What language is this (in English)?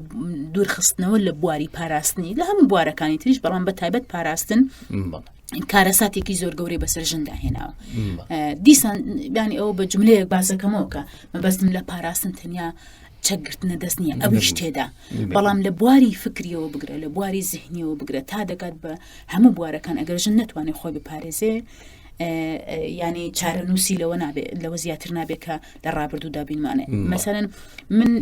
Central Kurdish